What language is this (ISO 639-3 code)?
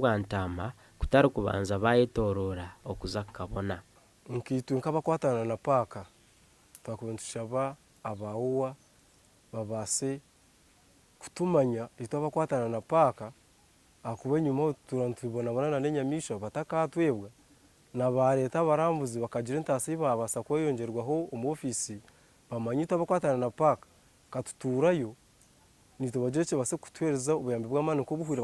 nyn